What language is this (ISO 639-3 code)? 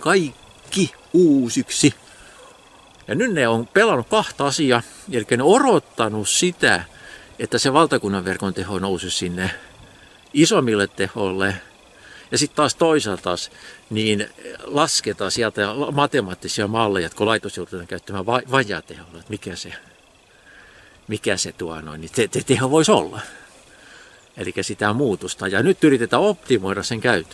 fin